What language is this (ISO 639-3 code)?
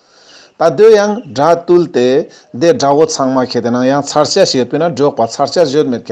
lbj